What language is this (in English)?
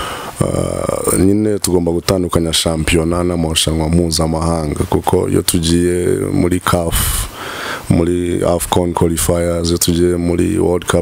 Kinyarwanda